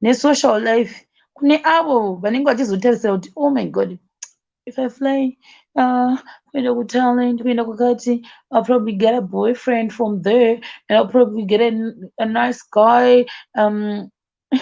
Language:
Shona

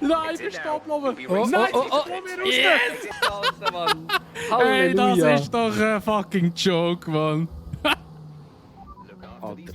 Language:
Swiss German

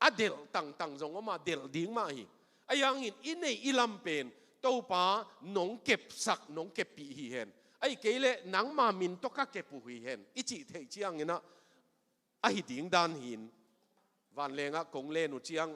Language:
Tedim Chin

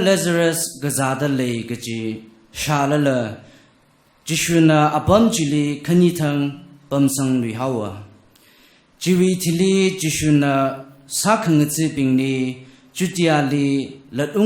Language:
Tangkhul Naga (India)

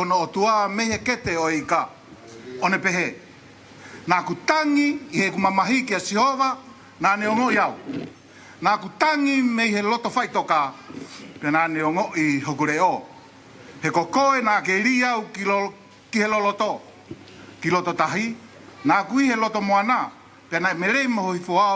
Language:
Tongan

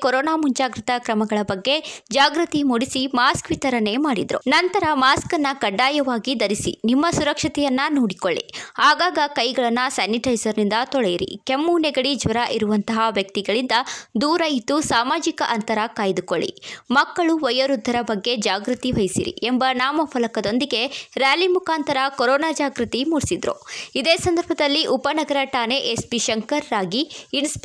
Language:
Kannada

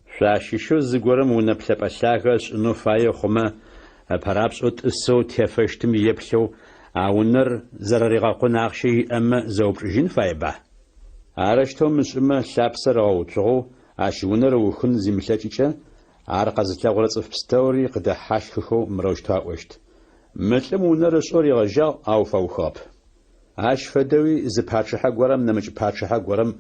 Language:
Adyghe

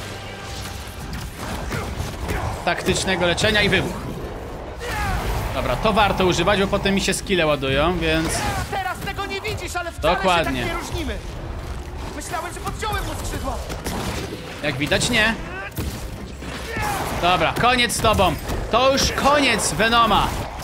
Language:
Polish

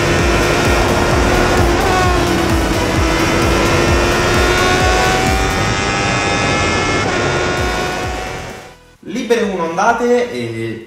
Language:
Italian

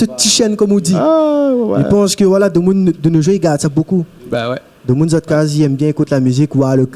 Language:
Réunion Creole French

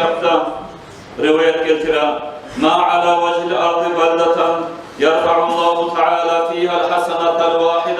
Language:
Kumyk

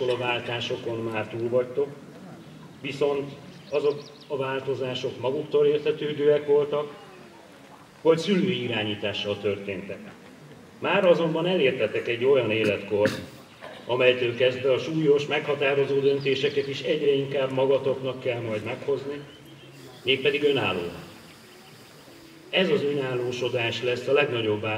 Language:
Hungarian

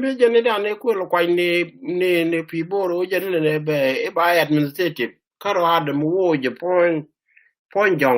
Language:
Nuer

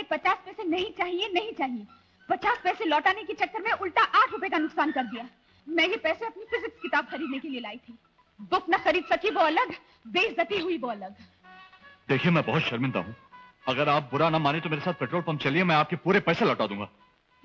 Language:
Hindi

